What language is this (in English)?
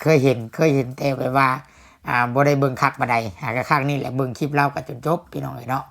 Lao